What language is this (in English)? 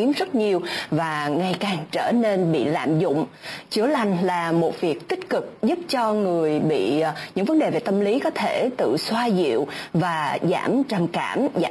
Vietnamese